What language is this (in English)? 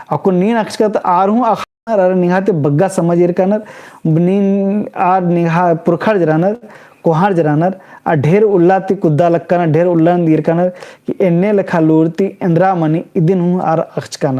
Kurukh